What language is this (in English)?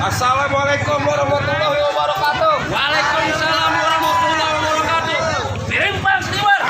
Betawi